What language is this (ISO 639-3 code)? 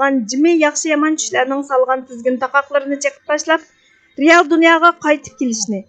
uig